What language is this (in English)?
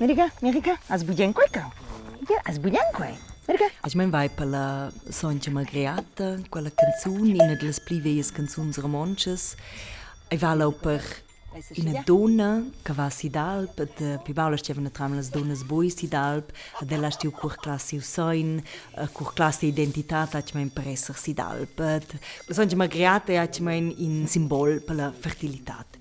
Romansh